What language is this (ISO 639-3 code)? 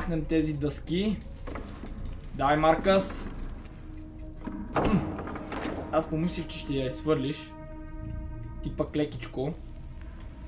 bul